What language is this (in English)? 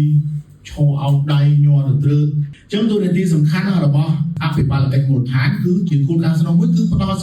Khmer